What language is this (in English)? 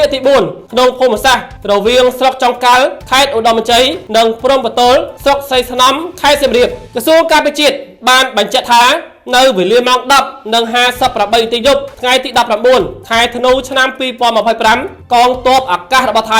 Khmer